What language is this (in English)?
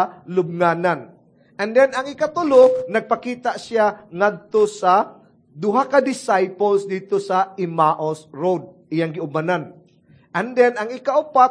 Cebuano